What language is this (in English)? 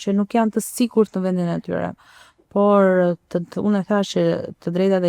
Albanian